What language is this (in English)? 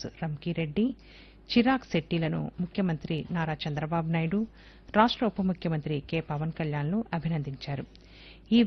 Telugu